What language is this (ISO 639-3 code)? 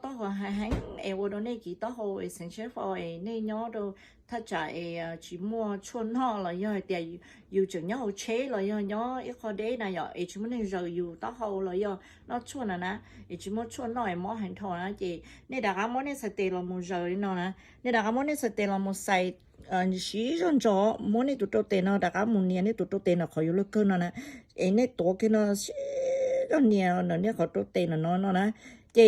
hmn